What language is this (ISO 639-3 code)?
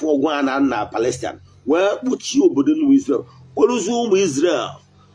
ibo